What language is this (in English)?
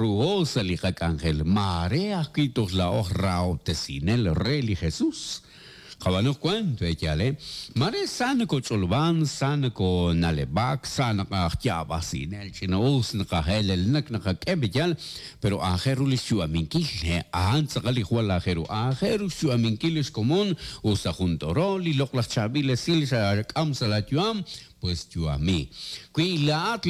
Kekchí